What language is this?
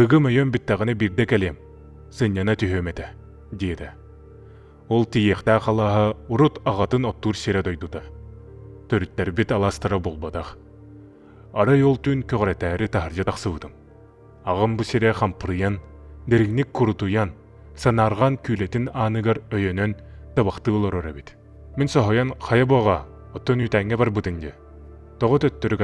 Yakut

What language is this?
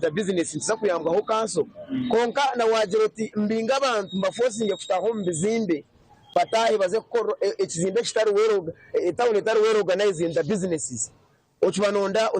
Nyankole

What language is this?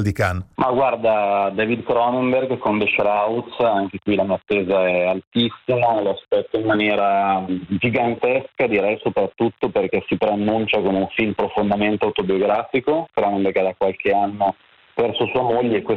Italian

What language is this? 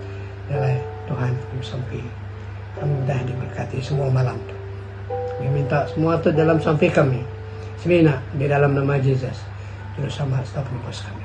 Iban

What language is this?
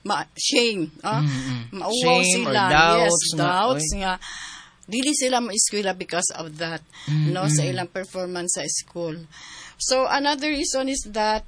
Cebuano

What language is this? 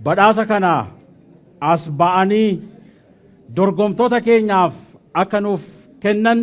Oromo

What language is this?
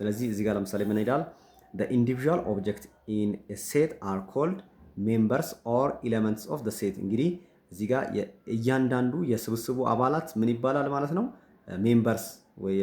Amharic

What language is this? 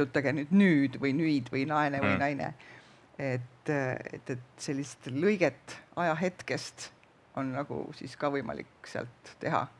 Estonian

